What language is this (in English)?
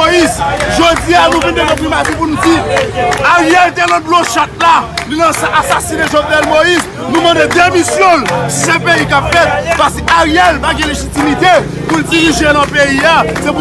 Haitian Creole